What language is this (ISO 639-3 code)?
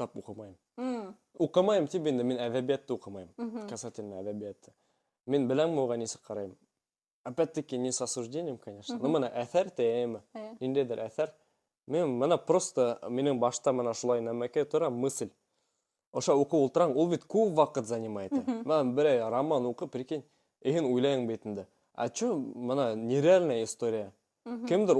bak